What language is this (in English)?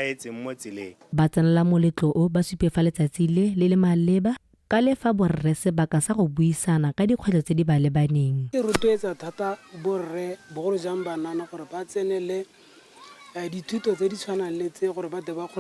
Tswana